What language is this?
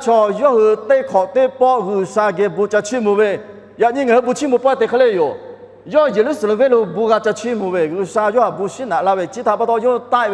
Lahu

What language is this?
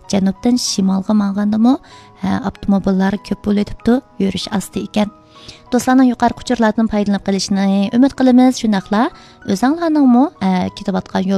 Uyghur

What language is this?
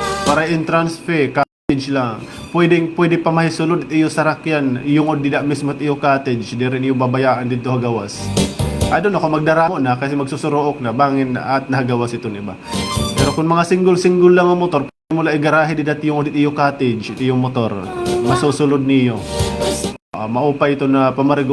Waray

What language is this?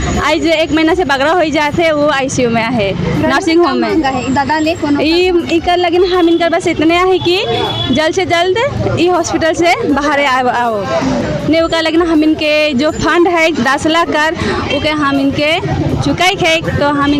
Sadri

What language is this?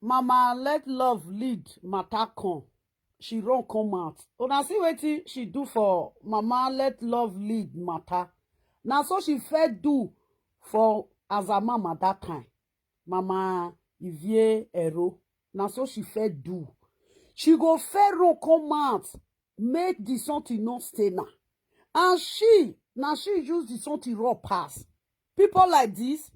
Nigerian Pidgin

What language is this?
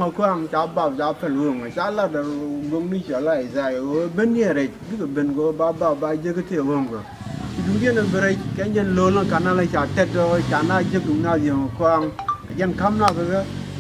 Nuer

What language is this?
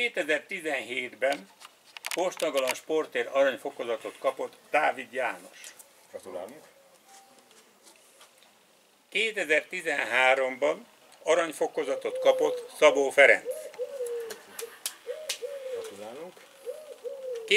Hungarian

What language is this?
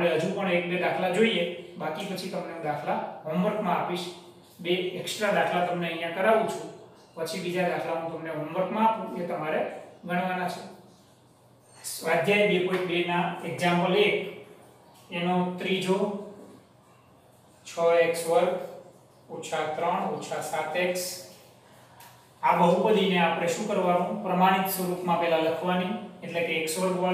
Gujarati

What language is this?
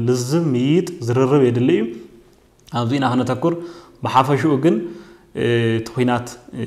Tigrinya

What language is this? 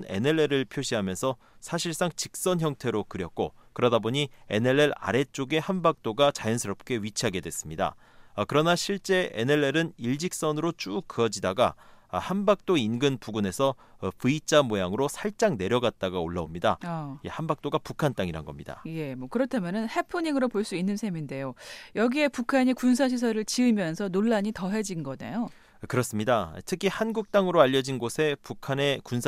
Korean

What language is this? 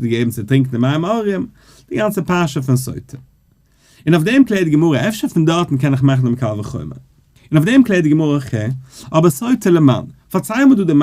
Yiddish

